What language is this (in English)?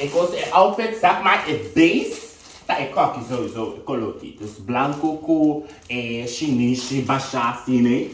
Papiamento